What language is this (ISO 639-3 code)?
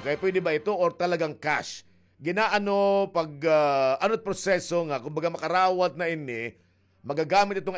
war